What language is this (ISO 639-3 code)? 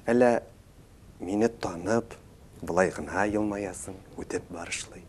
tat